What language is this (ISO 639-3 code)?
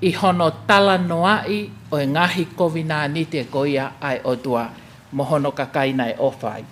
ton